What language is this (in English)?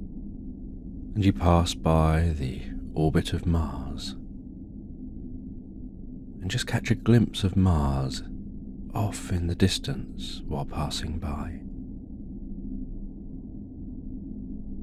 English